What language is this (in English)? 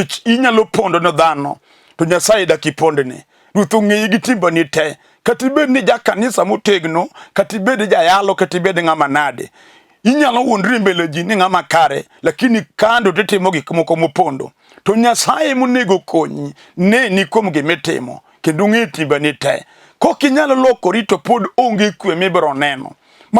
Luo (Kenya and Tanzania)